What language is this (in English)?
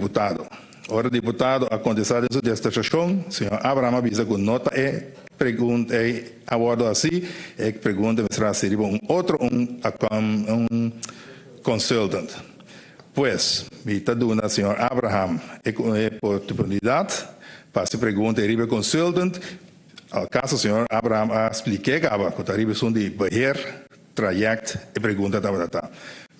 Papiamento